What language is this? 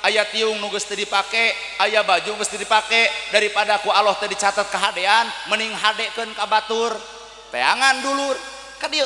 Sundanese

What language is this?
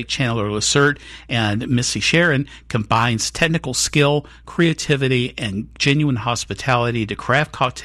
English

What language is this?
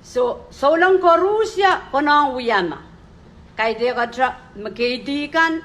Pohnpeian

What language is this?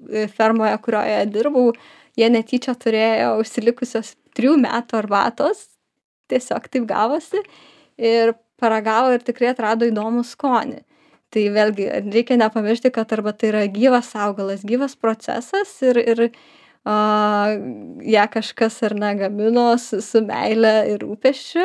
Lithuanian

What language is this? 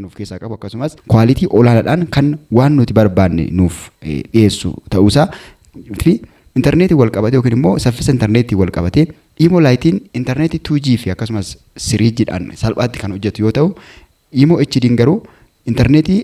Oromo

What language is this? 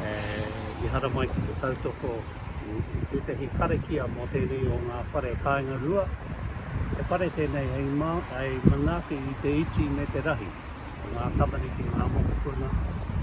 Māori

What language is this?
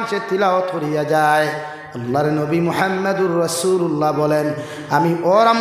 Sylheti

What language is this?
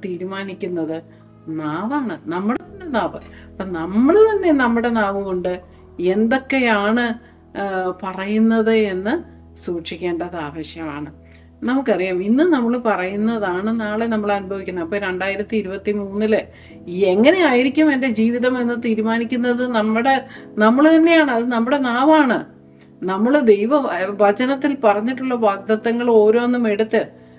Malayalam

